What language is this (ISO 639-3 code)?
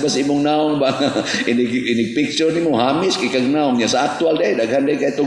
ceb